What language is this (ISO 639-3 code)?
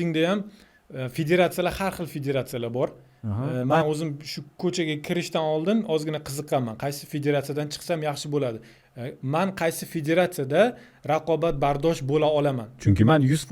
uzb